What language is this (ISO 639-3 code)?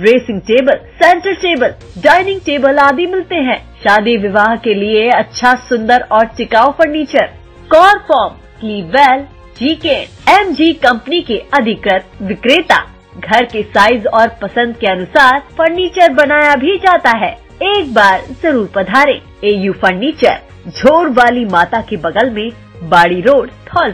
hin